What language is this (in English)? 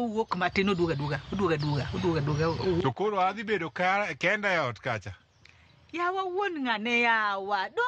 Luo (Kenya and Tanzania)